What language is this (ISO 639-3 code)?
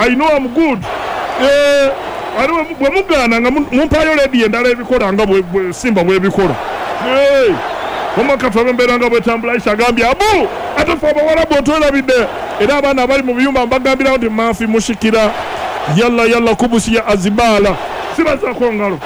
lug